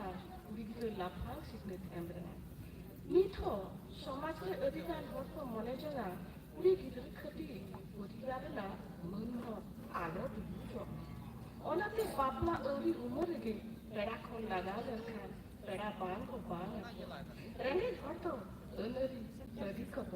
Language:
Santali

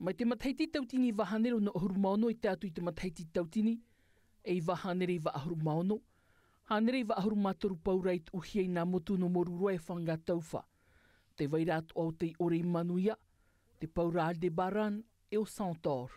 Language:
Tahitian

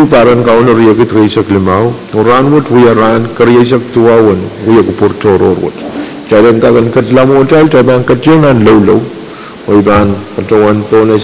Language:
Pohnpeian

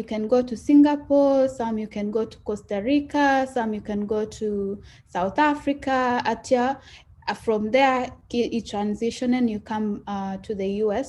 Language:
Kalenjin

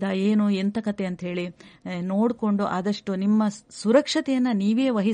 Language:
Kannada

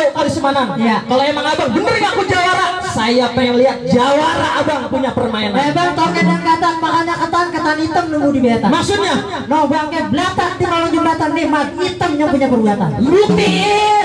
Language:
Betawi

